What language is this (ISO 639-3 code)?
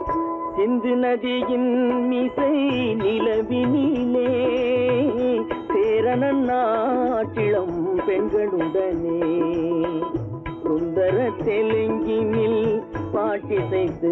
tam